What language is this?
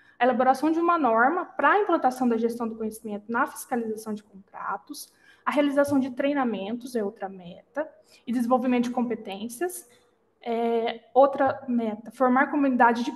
Portuguese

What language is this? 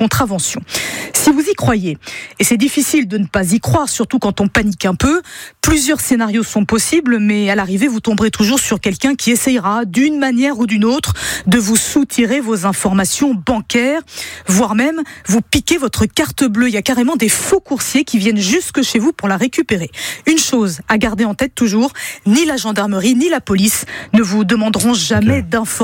French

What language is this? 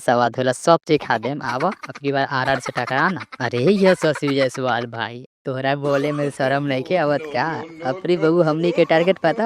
Bhojpuri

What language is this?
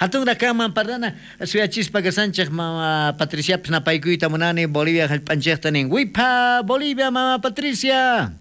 South Bolivian Quechua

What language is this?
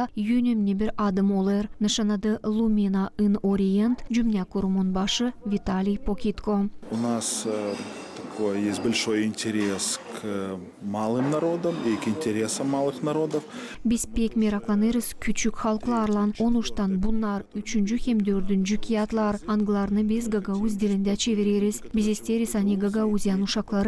Gagauz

